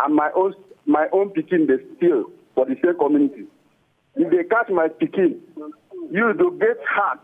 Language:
Nigerian Pidgin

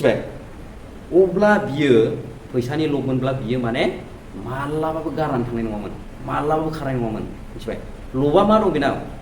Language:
Bodo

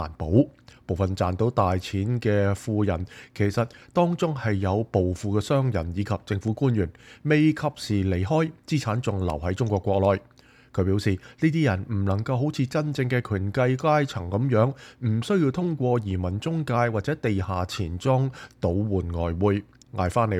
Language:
Cantonese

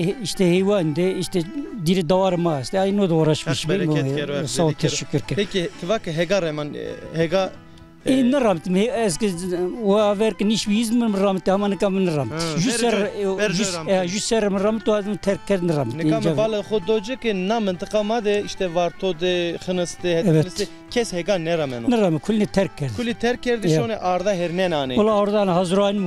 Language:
Zaza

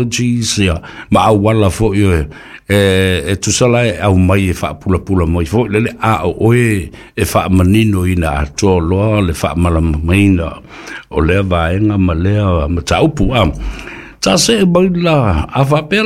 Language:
Samoan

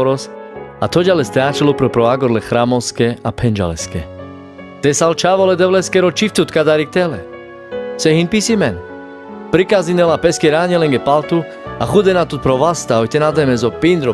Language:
Carpathian Romani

